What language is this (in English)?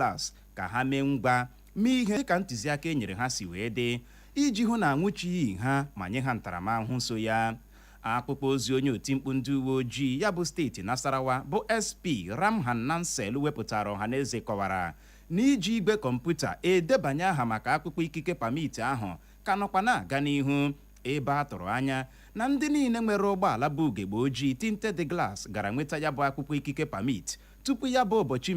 Igbo